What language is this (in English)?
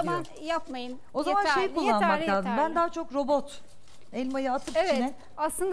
Turkish